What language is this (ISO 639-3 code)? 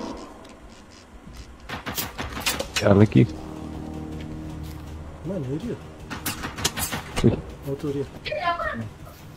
msa